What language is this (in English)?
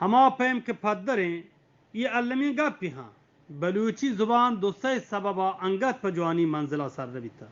Eastern Balochi